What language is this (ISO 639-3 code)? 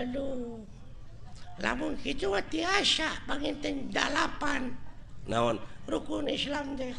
sun